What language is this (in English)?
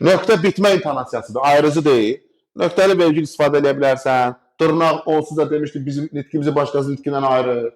Azerbaijani